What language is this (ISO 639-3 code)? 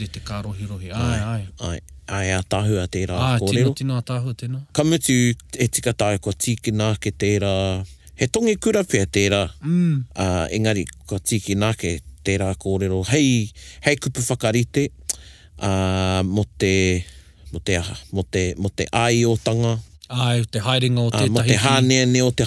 mri